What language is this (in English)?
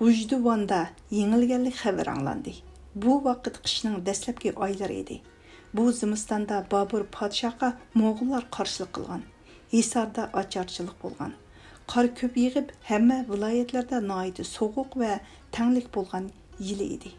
Uyghur